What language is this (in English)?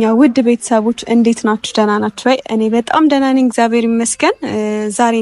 Amharic